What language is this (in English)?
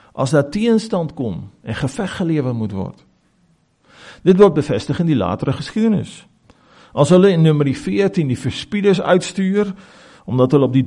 Afrikaans